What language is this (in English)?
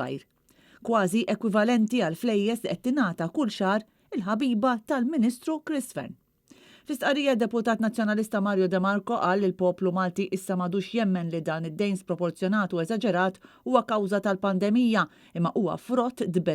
Maltese